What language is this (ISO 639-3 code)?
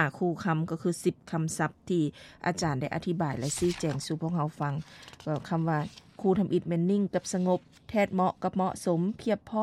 lao